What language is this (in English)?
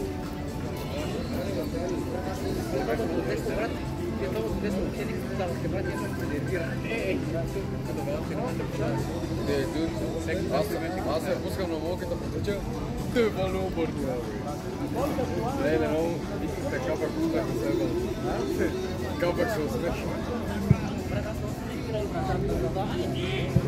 Bulgarian